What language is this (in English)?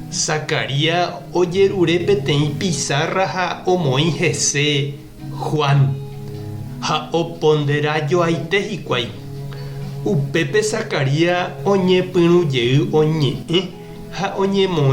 Guarani